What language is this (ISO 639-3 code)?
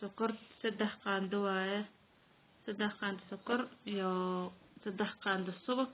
som